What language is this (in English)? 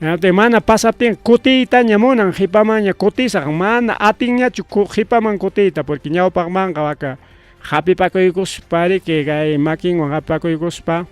Ayacucho Quechua